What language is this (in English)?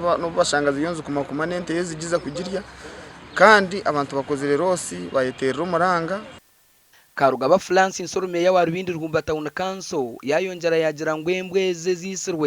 Nyankole